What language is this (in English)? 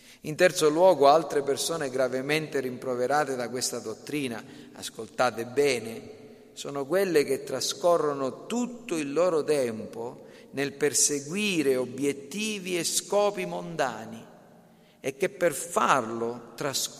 Italian